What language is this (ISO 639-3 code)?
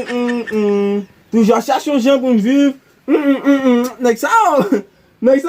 hat